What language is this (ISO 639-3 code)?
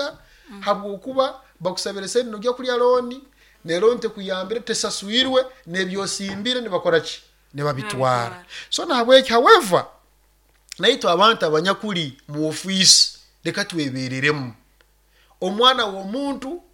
nyo